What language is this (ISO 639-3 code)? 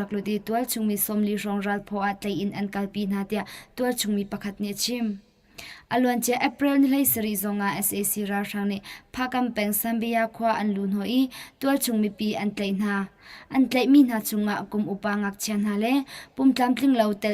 cnh